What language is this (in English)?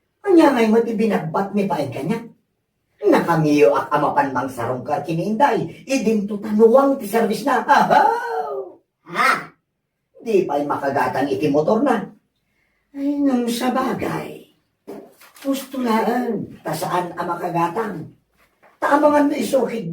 Iloko